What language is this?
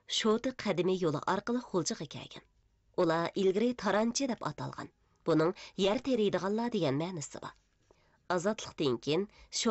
Uyghur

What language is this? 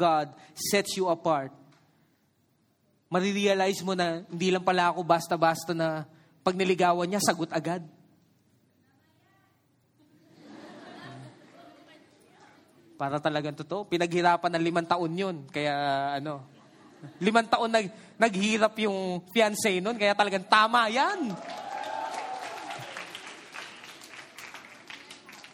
Filipino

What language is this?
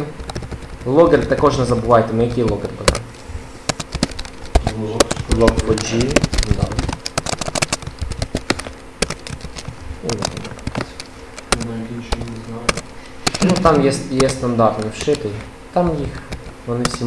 Ukrainian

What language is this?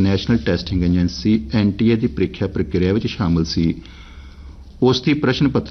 Punjabi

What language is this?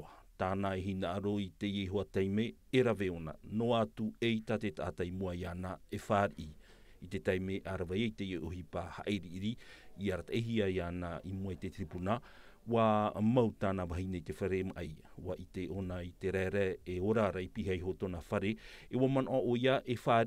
Tahitian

